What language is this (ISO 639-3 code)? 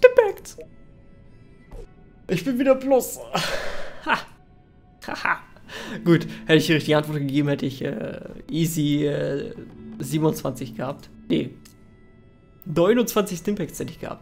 deu